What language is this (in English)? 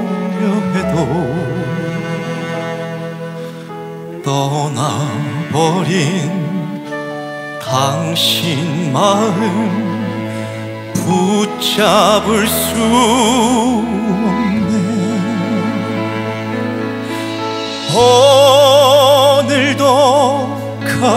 Korean